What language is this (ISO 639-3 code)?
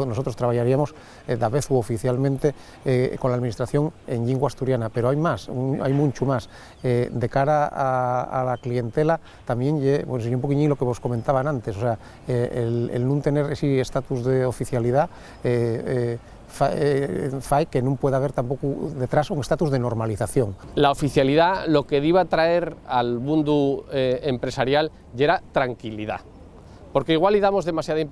ast